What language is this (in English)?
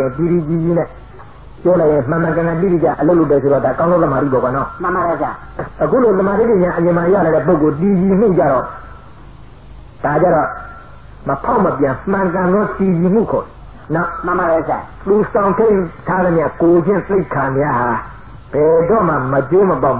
Burmese